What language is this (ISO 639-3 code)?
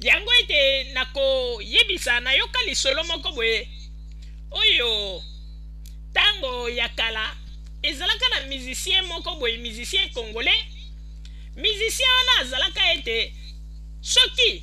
lin